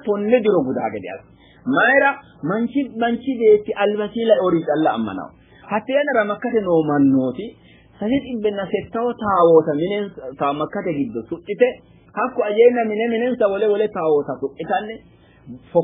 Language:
Sidamo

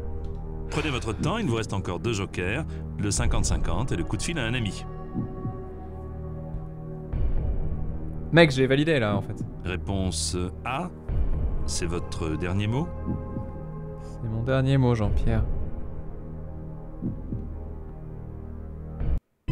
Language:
French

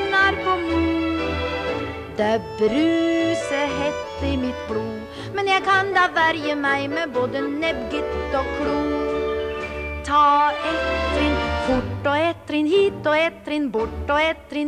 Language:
Norwegian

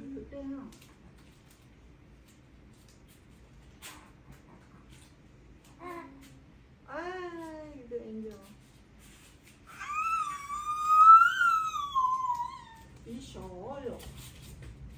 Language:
Vietnamese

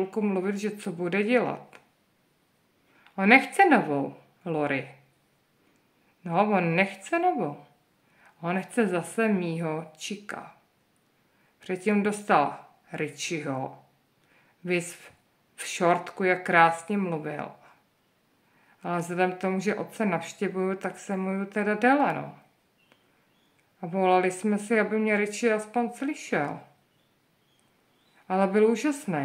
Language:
Czech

